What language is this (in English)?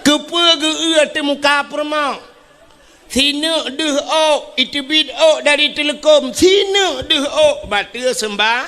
Achinese